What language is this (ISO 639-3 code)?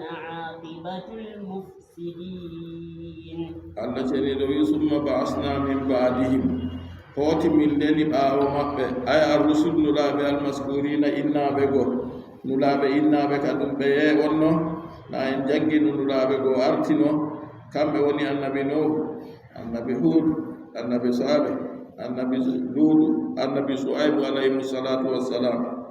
fub